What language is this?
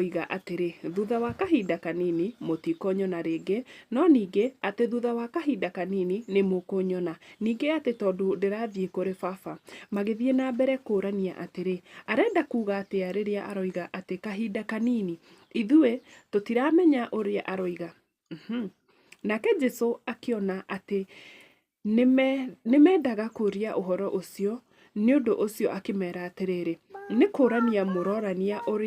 Kikuyu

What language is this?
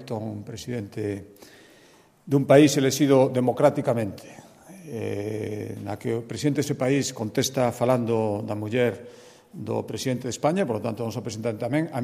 Galician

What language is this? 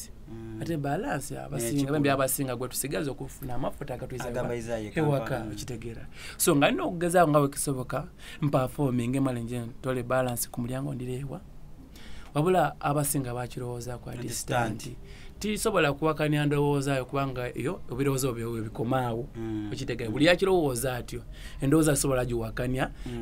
Soga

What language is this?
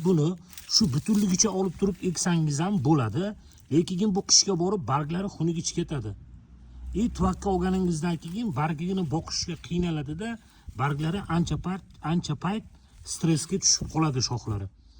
Uzbek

